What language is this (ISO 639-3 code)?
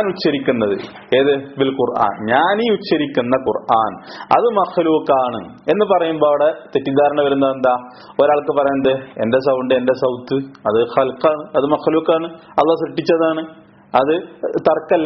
mal